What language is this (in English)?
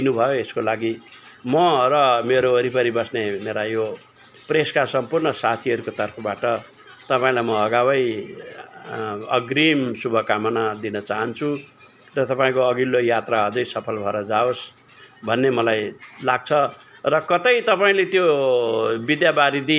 Nepali